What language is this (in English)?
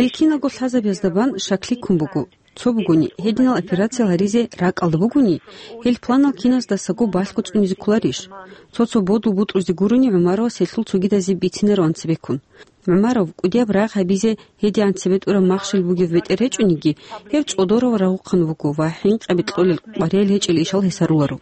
Avaric